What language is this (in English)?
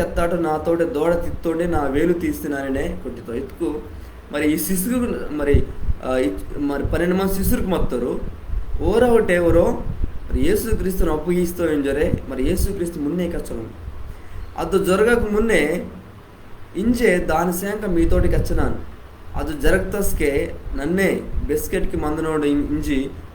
Koya